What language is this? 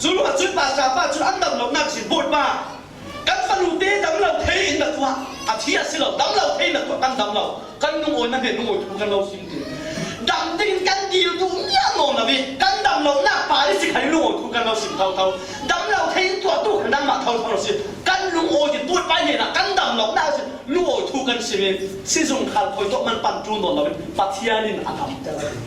Falam Chin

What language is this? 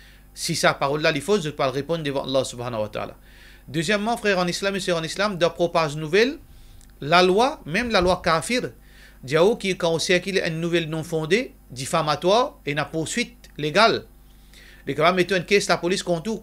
Morisyen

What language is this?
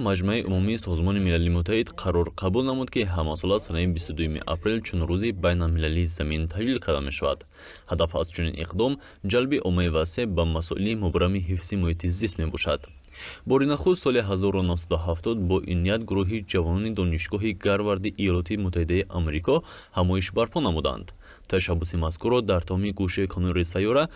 Tajik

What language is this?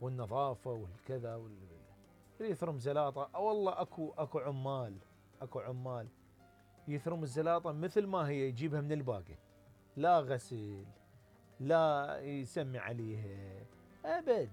Mesopotamian Arabic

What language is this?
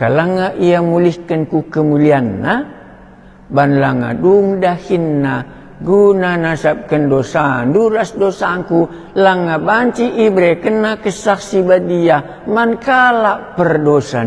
Batak Karo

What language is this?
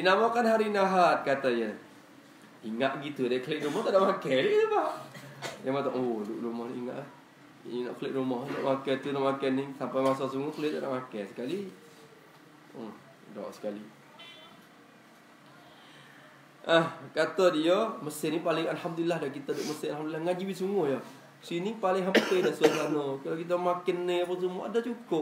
Malay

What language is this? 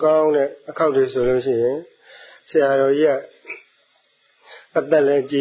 Burmese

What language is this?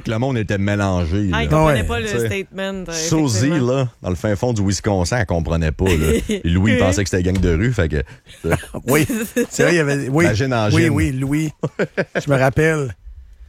French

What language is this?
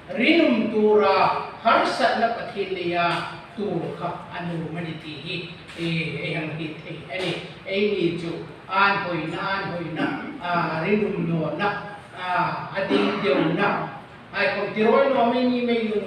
Hmar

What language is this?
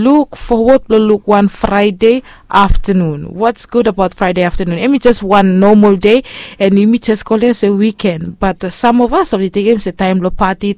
Bislama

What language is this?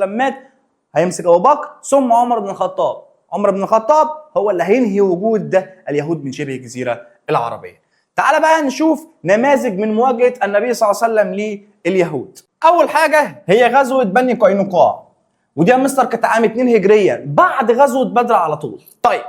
Egyptian Arabic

